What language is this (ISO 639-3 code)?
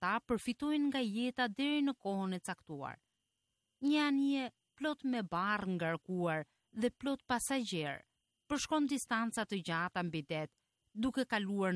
sqi